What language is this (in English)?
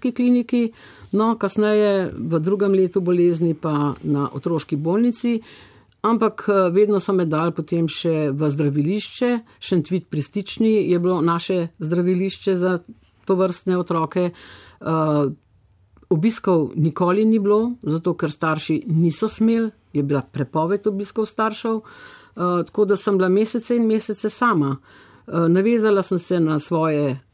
Slovenian